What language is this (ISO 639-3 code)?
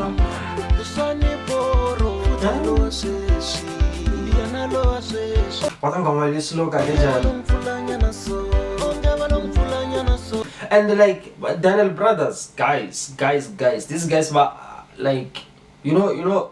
tso